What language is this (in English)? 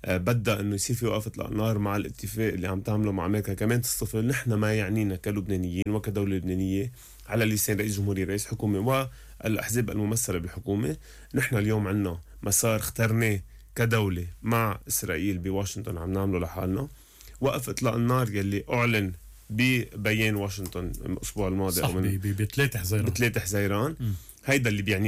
North Levantine Arabic